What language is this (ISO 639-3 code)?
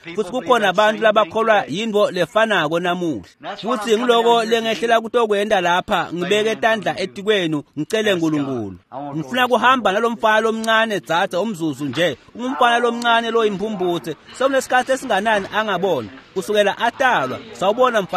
ssw